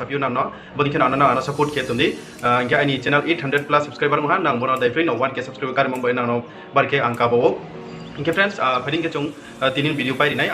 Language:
Riang (India)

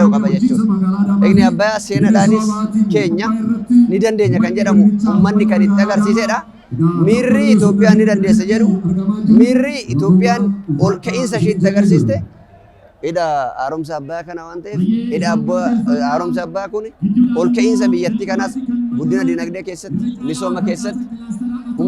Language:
Oromo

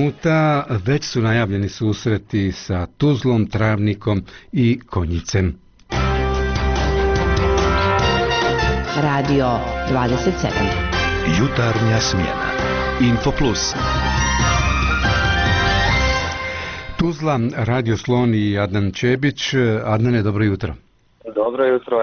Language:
Bosnian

